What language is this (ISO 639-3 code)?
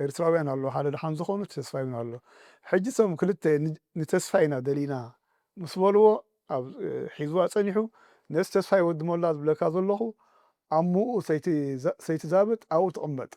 tir